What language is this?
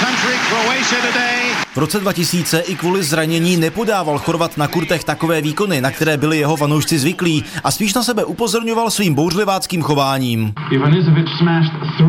Czech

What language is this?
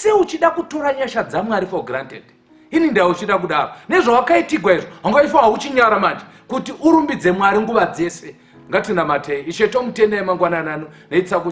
Shona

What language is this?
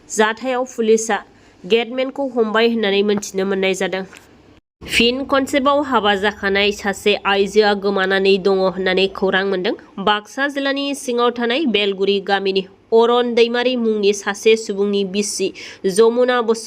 Bodo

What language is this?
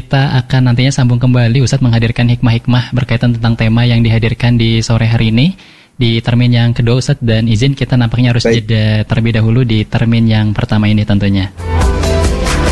Indonesian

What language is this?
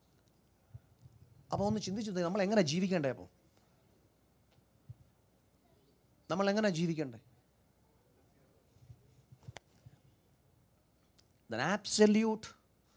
Malayalam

